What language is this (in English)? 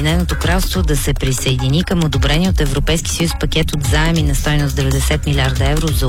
Bulgarian